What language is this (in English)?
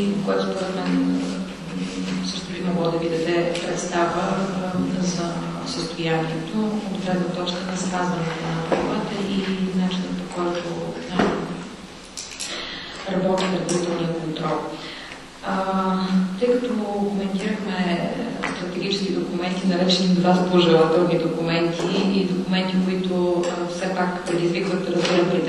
Bulgarian